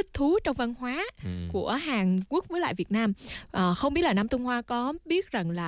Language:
Vietnamese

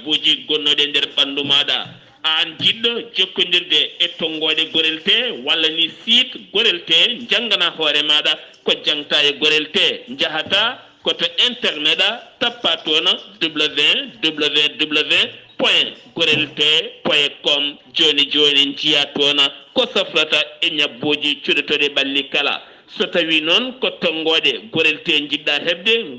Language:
Fula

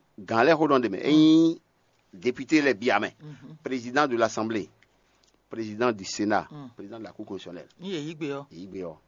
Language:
Fon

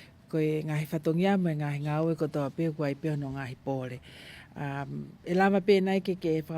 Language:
Tongan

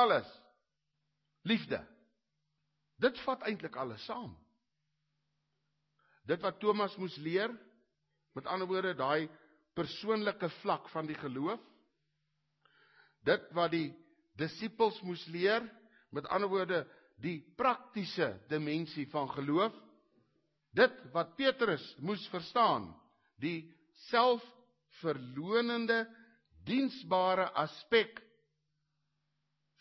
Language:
Afrikaans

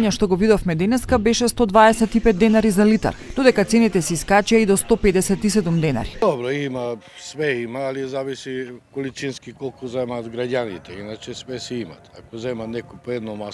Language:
Macedonian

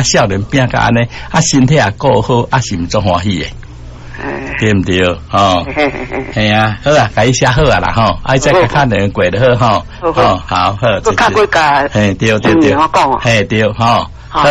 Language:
Min Nan Chinese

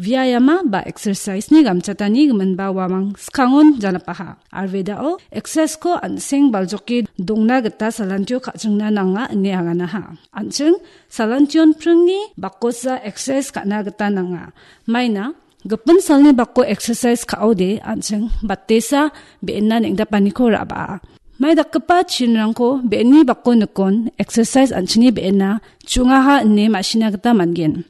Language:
Garo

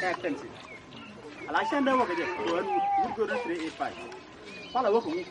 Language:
Nuer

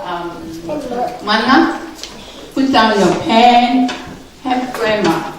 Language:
Tongan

